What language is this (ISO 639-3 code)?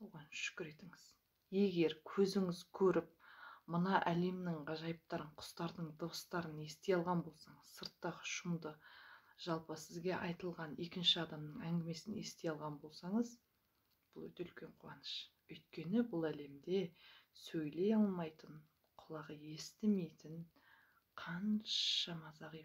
kaz